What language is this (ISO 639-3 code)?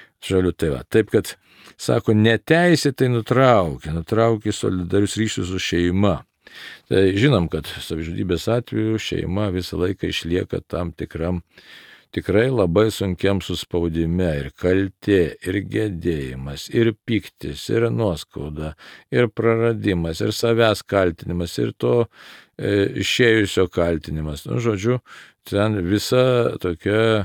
lit